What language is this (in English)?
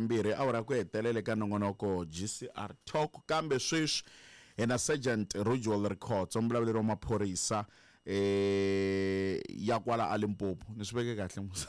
Tsonga